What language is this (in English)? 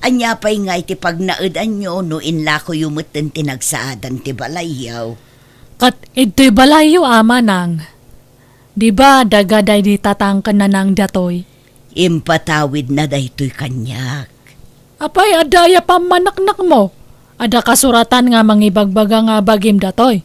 Iloko